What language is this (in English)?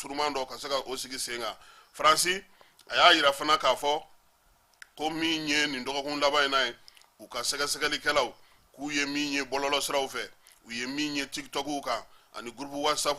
Bambara